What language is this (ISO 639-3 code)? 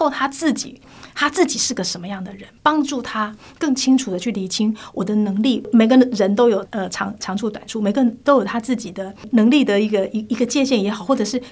zho